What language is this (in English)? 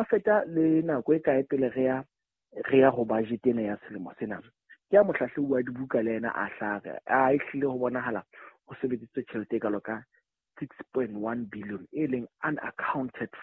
Southern Sotho